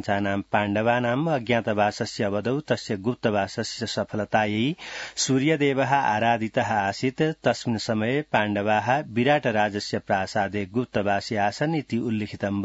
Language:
Sanskrit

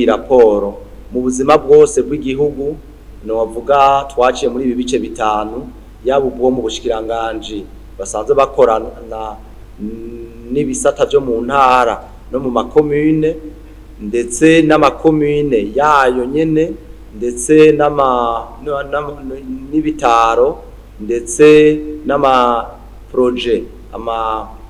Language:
Rundi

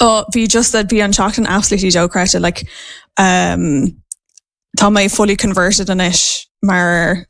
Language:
Irish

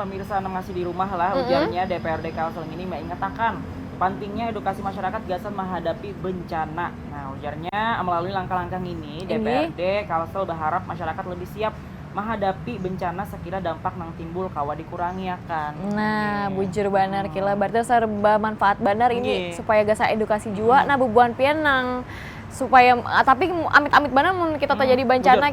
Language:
Banjar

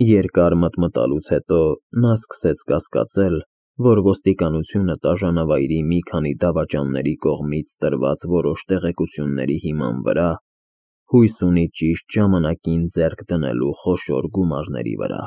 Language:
Armenian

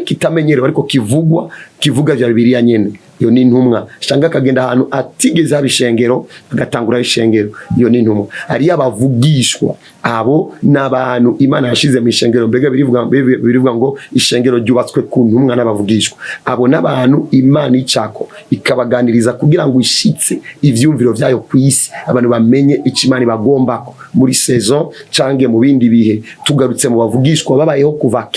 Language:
Rundi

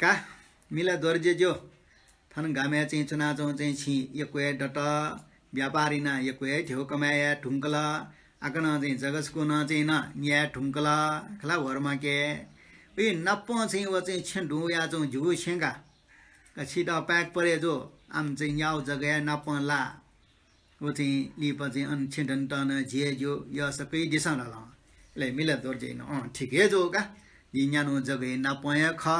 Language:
Newari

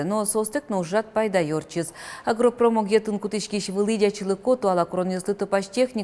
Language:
Udmurt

